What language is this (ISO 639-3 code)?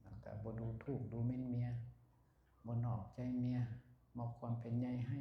lao